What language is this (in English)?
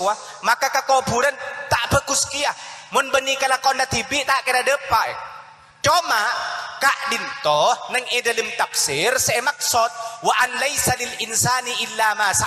Madurese